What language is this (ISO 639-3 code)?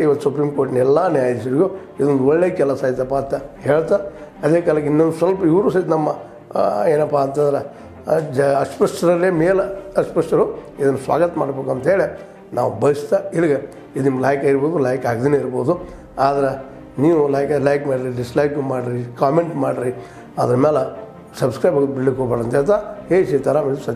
kan